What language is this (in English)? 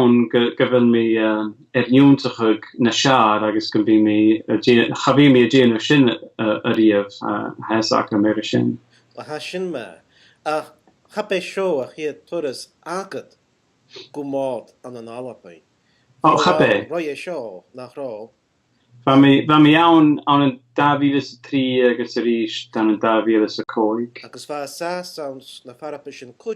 Scottish Gaelic